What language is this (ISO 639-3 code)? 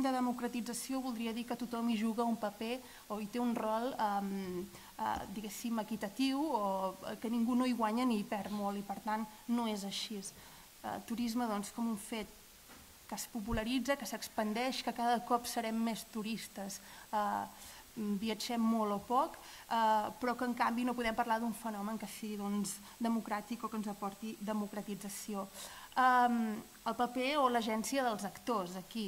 cat